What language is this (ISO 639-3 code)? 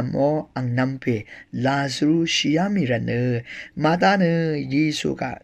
raw